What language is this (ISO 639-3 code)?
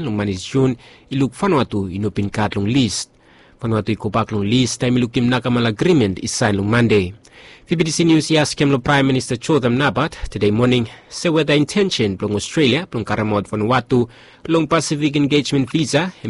bis